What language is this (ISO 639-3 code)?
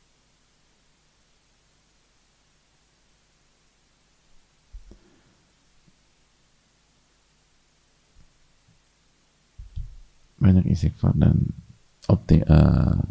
ind